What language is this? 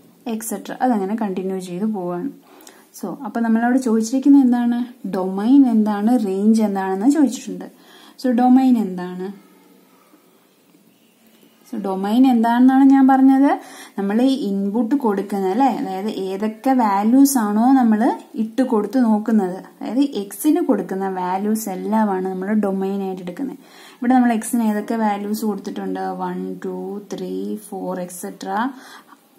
Malayalam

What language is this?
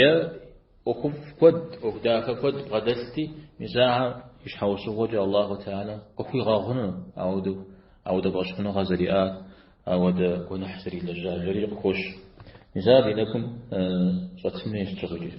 Kabardian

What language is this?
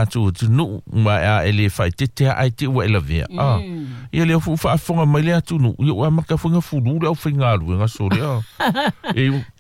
Samoan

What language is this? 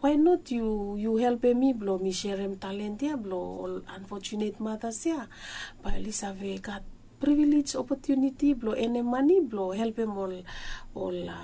Bislama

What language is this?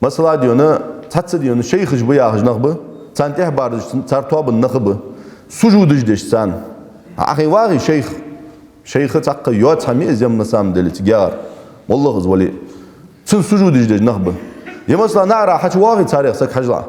Ingush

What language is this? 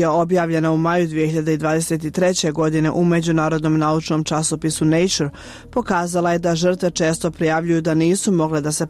Bosnian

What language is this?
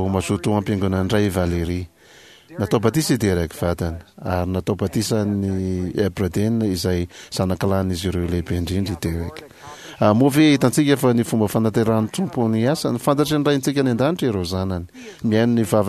Malagasy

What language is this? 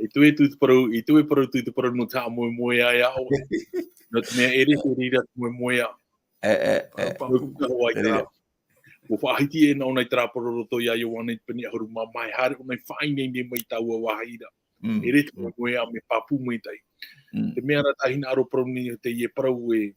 Tahitian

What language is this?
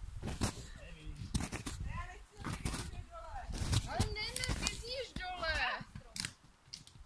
Czech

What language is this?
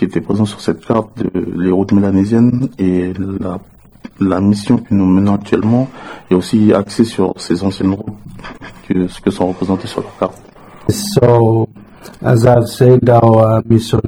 French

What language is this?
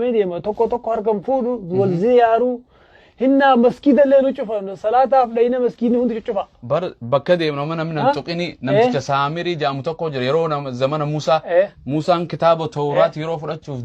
Oromo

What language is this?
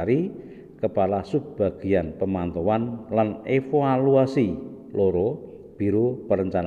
Javanese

